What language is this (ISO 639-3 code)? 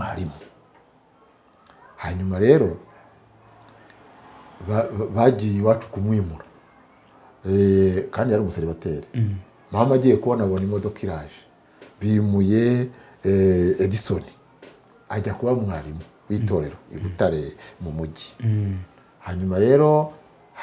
kin